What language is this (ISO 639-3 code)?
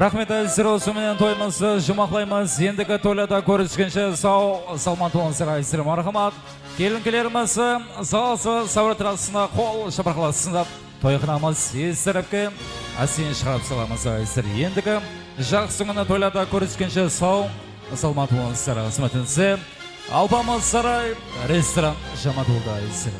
kaa